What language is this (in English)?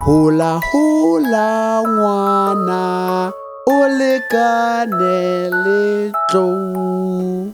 Southern Sotho